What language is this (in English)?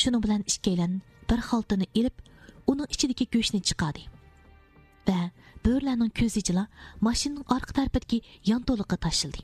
Uyghur